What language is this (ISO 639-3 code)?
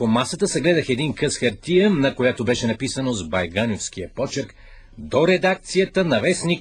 bul